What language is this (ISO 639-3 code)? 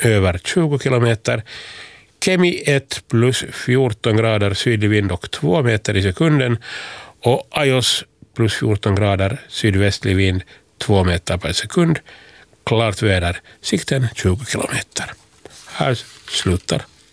swe